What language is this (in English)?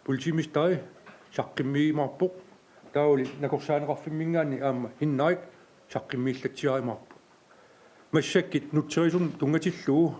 Kalaallisut